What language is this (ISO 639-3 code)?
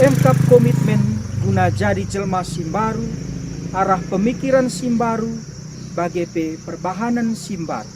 btx